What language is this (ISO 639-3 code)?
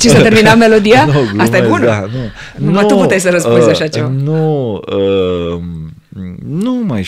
ron